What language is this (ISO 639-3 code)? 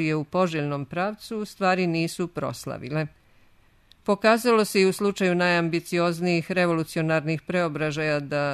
srp